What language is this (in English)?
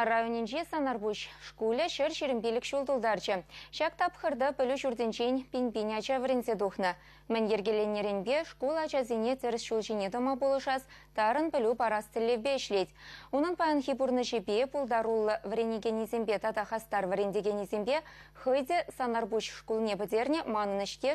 Chuvash